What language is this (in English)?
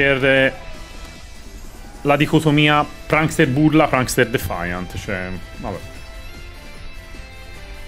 Italian